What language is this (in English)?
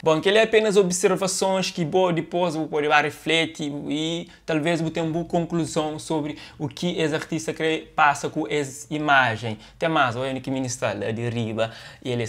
Kabuverdianu